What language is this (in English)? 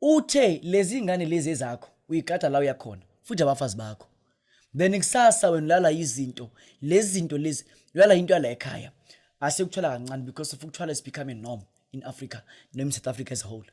Zulu